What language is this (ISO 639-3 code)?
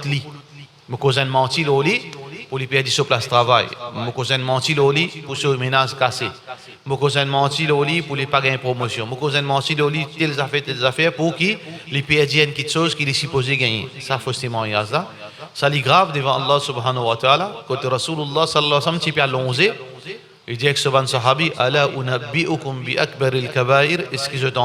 mfe